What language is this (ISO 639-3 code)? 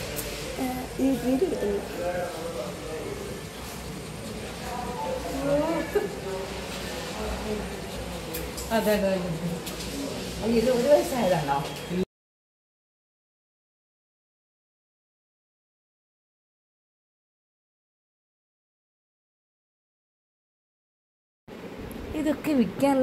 mal